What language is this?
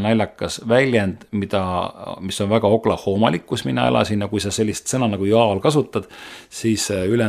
Estonian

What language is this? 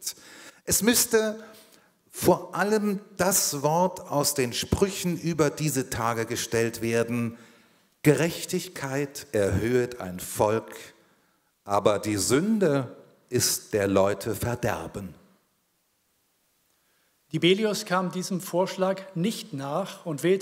German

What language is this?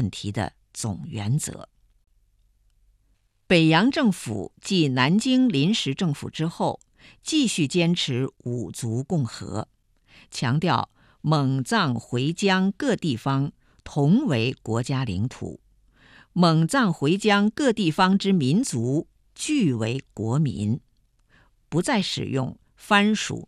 Chinese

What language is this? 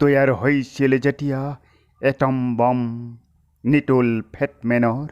Assamese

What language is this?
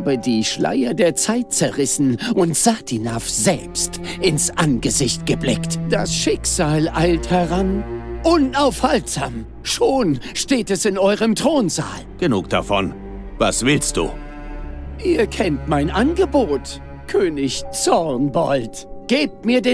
Bavarian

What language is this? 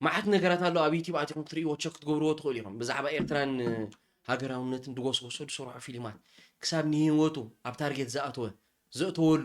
Tigrinya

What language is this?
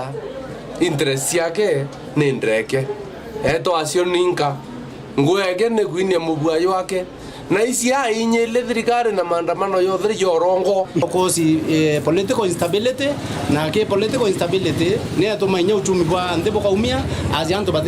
Meru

